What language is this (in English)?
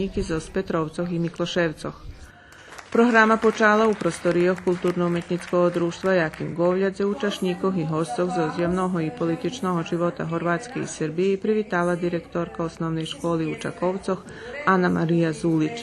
Rusyn